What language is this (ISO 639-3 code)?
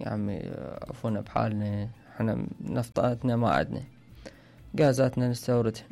acm